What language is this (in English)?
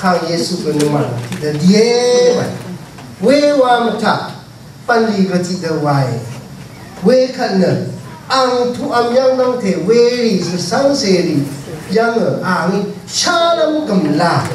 Rawang